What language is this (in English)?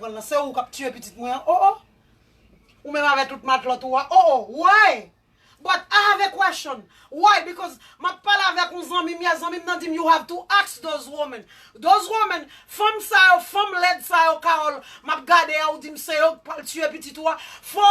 Haitian Creole